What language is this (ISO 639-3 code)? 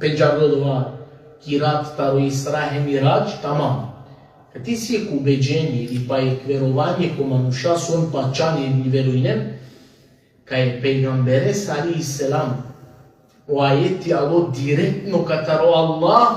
rmn